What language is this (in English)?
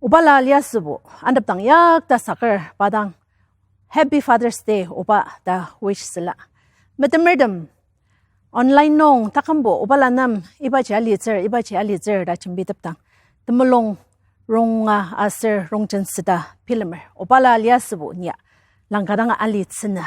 Ao Naga